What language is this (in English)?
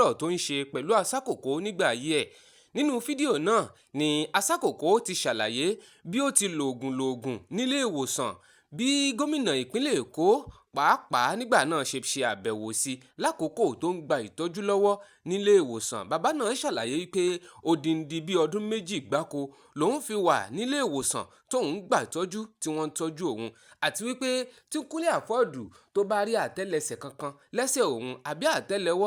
Yoruba